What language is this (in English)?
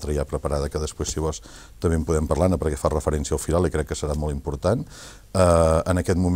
Catalan